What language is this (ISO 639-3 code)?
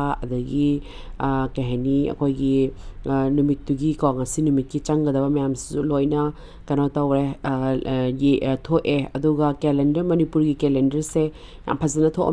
mni